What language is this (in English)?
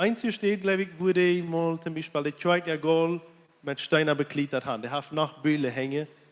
Plautdietsch